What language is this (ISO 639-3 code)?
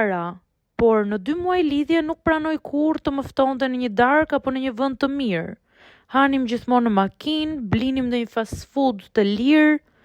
sqi